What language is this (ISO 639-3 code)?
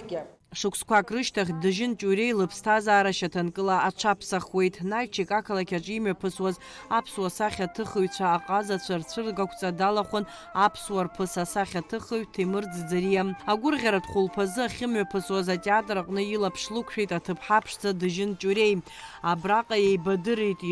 abk